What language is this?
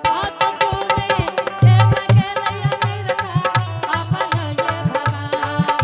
Angika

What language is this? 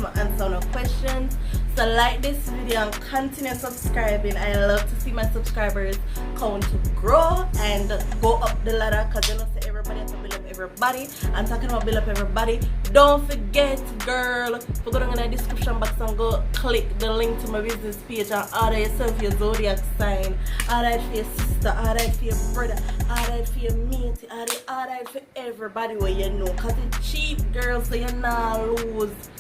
Jamaican Creole English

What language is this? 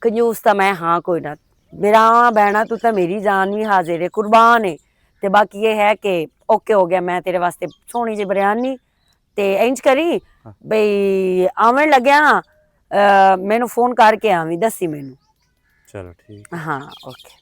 Western Panjabi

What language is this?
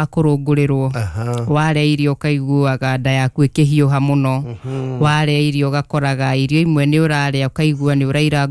Kikuyu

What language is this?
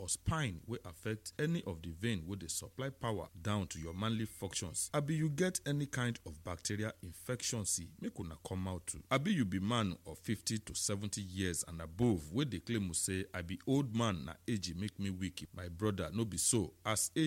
Nigerian Pidgin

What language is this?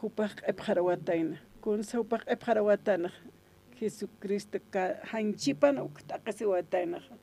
Aymara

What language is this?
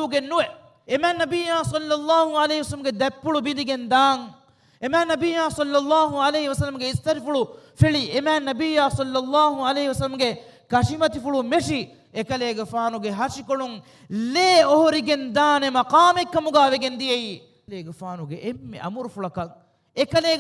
Divehi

